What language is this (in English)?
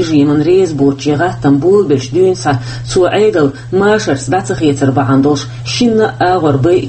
Chechen